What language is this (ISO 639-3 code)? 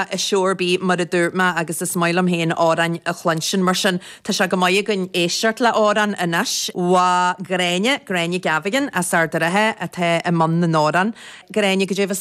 gle